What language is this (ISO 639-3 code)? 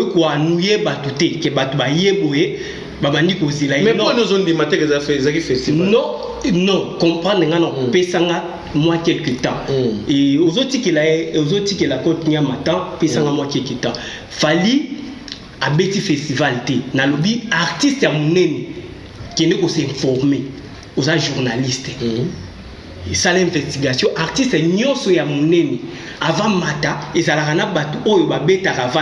lin